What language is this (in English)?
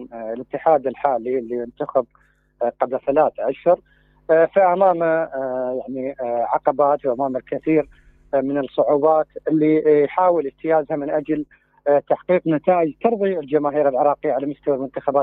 Mesopotamian Arabic